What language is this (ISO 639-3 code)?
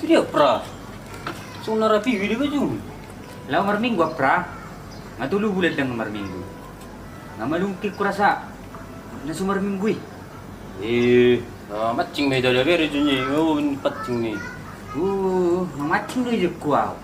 bbc